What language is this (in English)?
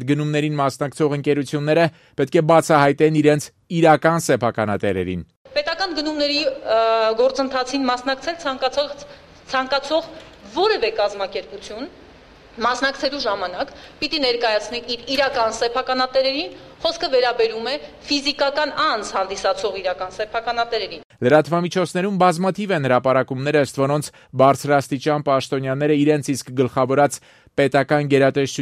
Armenian